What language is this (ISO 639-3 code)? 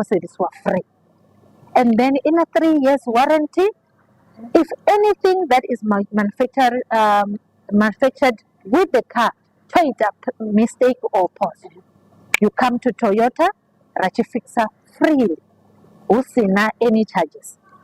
ven